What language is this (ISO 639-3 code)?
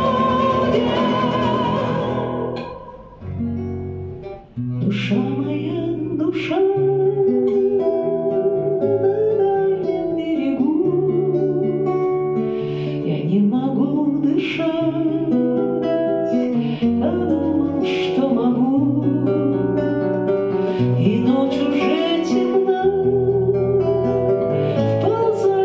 rus